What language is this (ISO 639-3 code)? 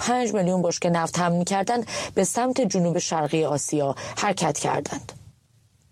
fas